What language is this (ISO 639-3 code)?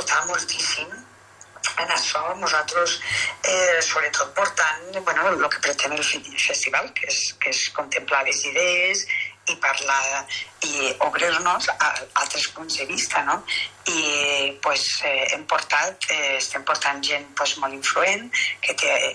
cat